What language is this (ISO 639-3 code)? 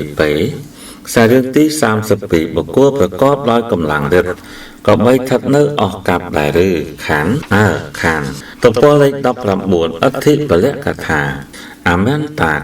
khm